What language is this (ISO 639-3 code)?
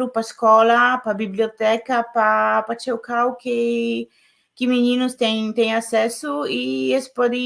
kea